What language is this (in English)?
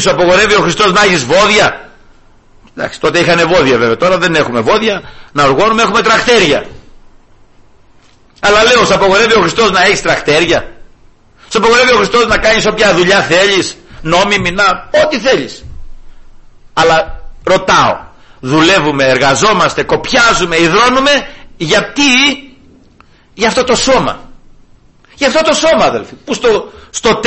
Greek